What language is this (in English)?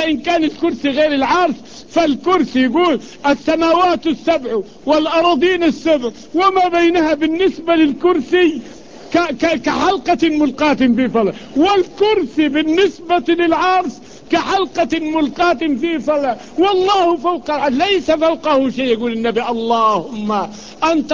Arabic